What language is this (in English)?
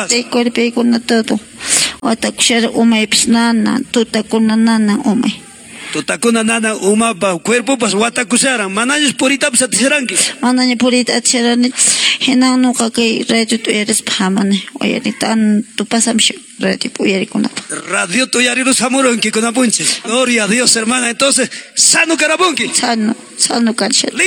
Quechua